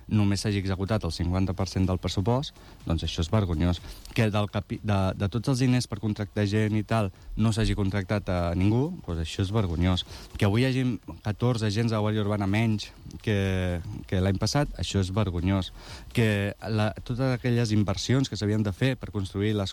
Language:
Catalan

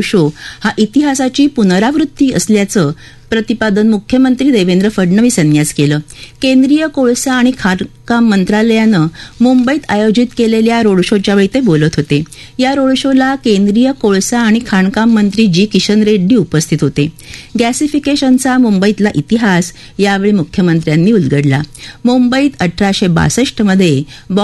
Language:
Marathi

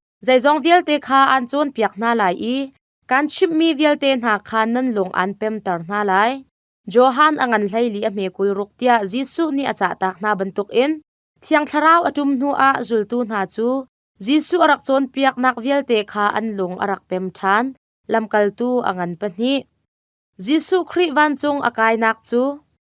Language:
Hakha Chin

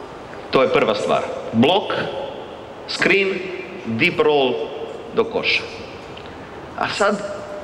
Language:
Croatian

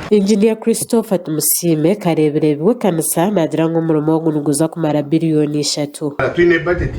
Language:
Nyankole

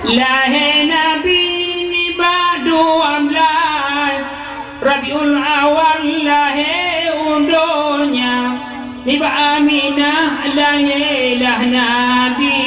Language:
Achinese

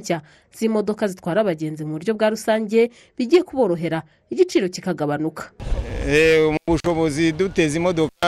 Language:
Kinyarwanda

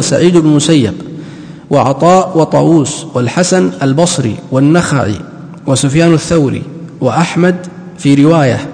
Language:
Arabic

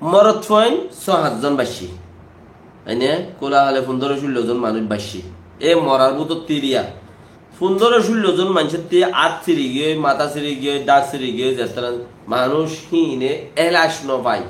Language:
Rohingya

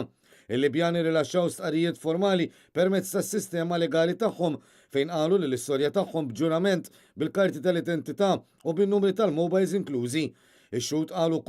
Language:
Maltese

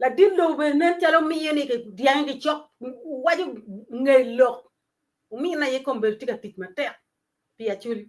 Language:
Acoli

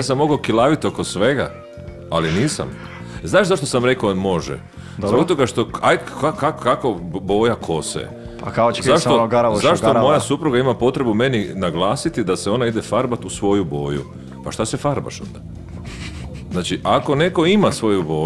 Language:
Croatian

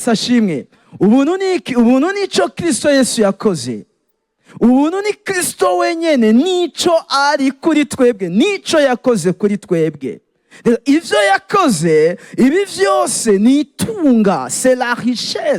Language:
Rundi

